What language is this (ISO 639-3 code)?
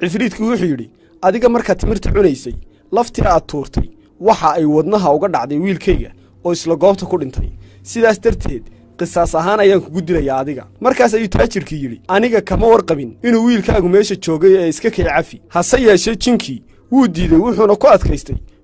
som